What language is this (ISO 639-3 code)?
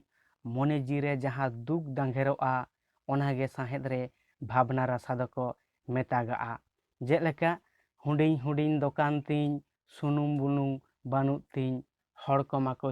sat